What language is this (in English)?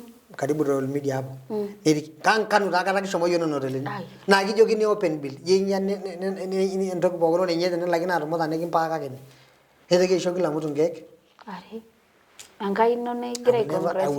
Masai